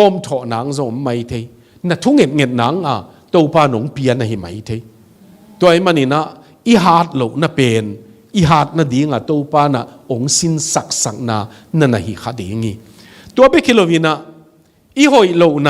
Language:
Tedim Chin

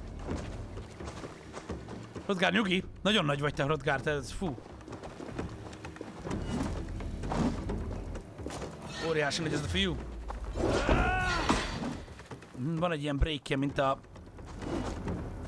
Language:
Hungarian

